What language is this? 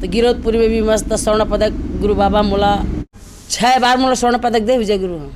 Chhattisgarhi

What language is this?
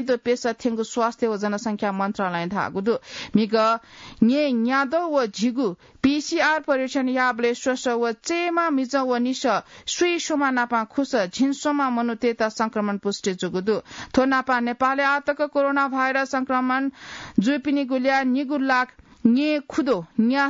Newari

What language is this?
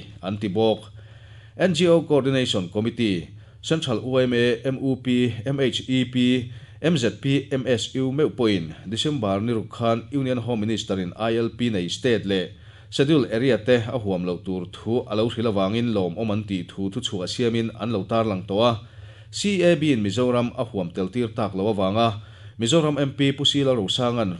Mizo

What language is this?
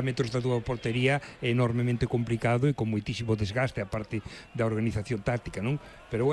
Galician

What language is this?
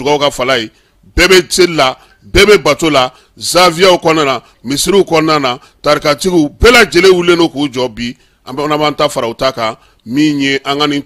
Bambara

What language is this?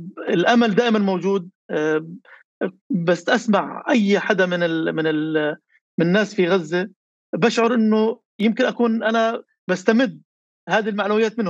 North Levantine Arabic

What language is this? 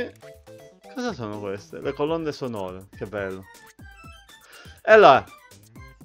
Italian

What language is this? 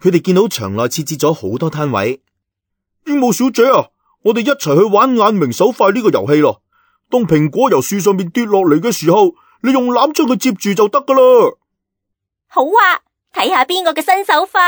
Cantonese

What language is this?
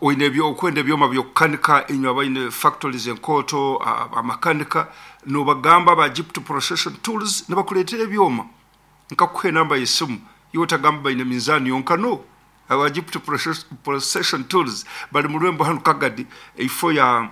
Nyankole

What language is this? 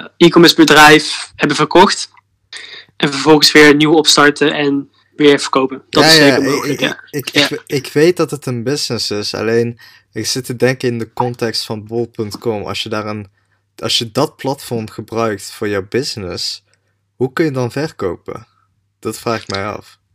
Dutch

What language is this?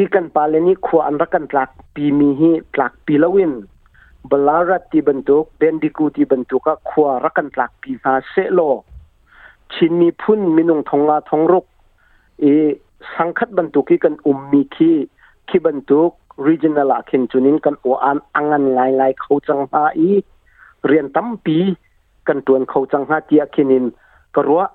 Hakha Chin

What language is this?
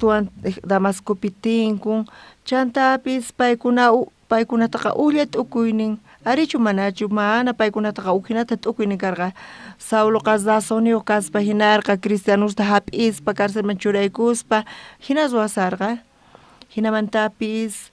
South Bolivian Quechua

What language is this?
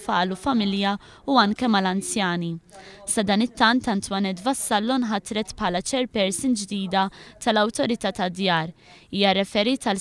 Maltese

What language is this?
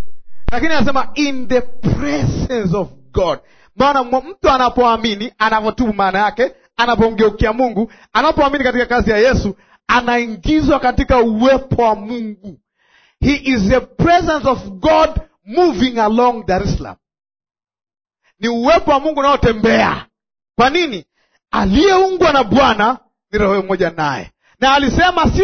Swahili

